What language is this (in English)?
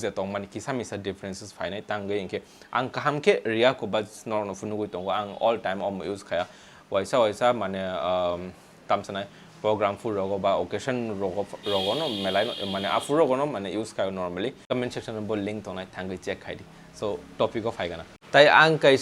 Kok Borok